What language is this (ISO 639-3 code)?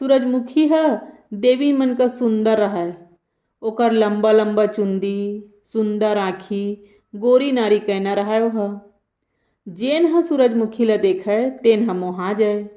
hne